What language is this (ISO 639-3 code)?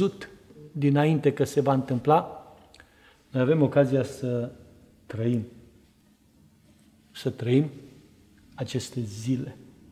ron